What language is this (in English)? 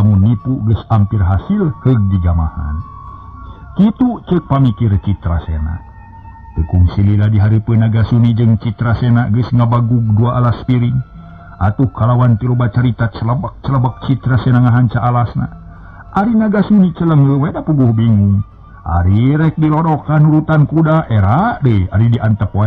Sundanese